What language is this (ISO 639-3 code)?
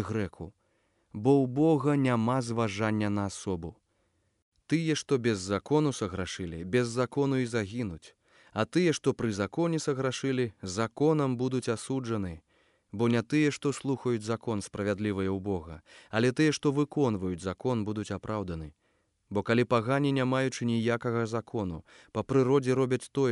bel